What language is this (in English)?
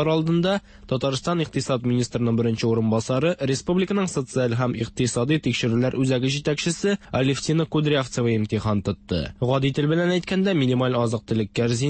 Tatar